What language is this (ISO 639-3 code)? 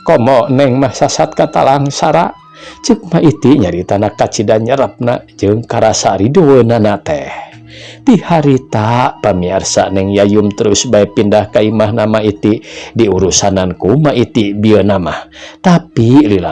sun